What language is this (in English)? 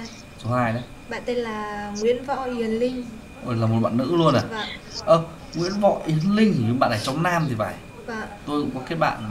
Vietnamese